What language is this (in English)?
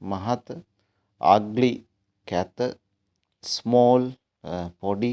Sinhala